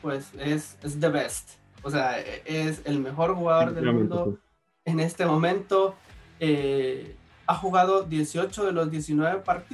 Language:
Spanish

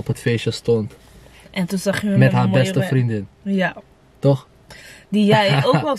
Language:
Dutch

